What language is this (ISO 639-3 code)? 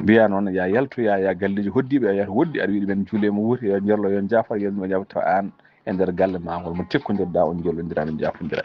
ful